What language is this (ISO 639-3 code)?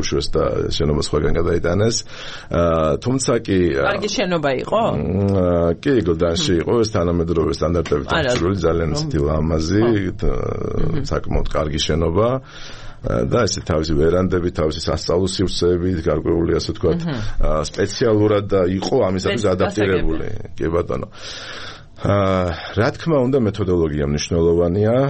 kat